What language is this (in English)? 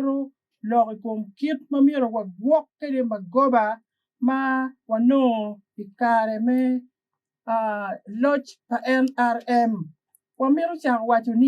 Acoli